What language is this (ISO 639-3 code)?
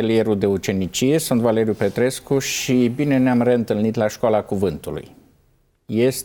ron